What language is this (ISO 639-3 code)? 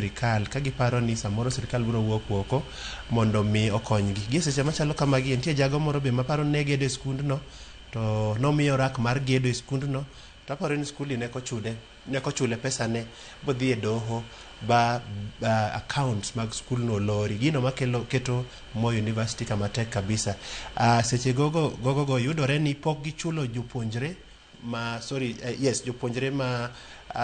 luo